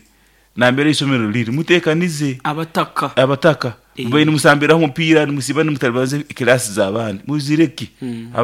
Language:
Nyoro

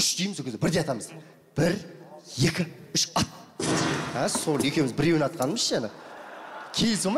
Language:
Kazakh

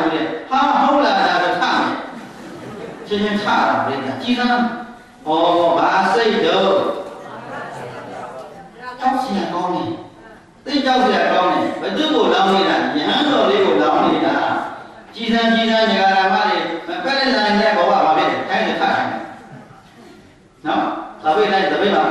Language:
Burmese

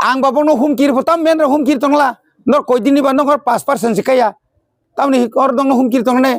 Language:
Kok Borok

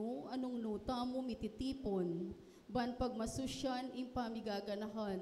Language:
Pampanga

